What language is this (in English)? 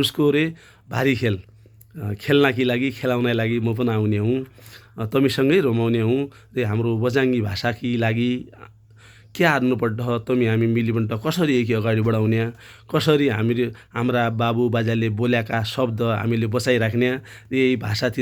Nepali